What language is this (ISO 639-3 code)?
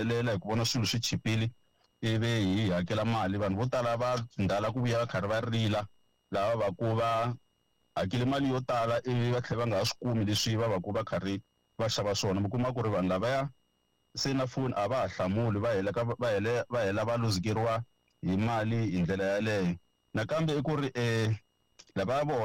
tso